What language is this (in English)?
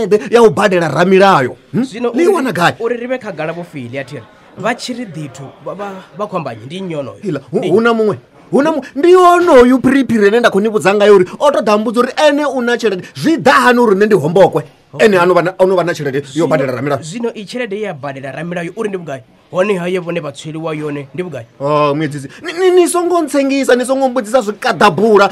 Venda